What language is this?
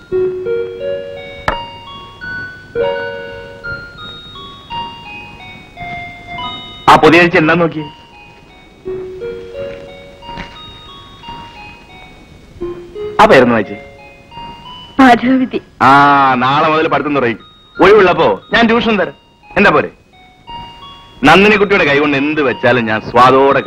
Malayalam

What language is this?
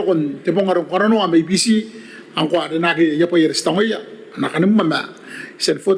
Gilbertese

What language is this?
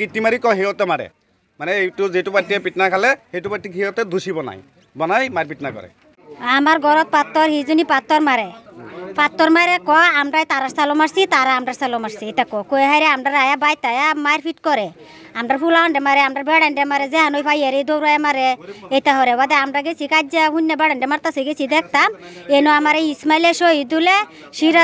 Assamese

